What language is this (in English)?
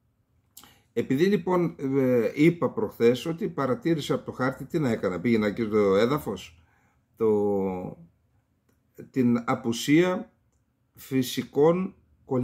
Greek